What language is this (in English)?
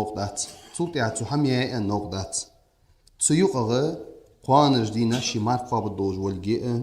Ingush